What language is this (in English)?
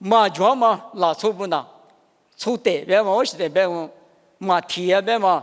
Lisu